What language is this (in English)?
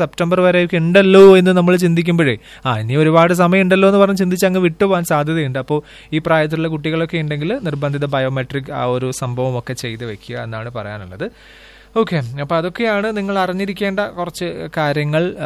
Malayalam